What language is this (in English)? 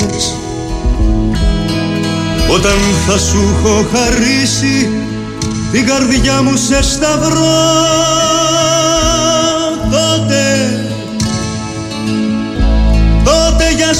Greek